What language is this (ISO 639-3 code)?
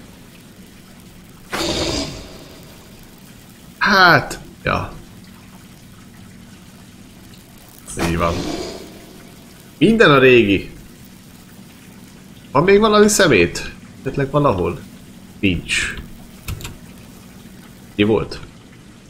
hun